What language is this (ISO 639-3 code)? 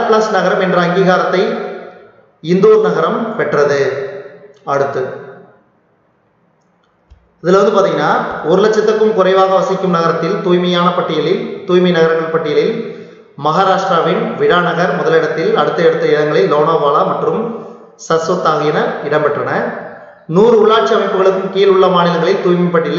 tam